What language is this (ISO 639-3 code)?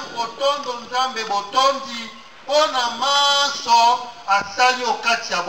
lin